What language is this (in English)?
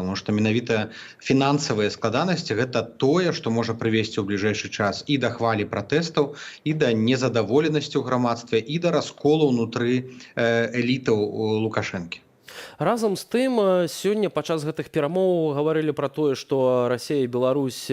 Belarusian